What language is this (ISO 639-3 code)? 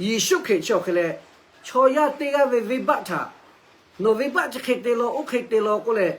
lhu